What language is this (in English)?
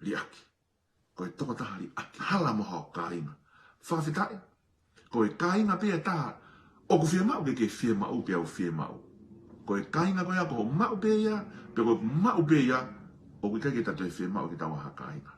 Tongan